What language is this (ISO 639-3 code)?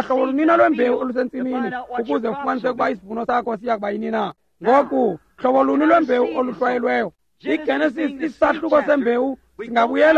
xho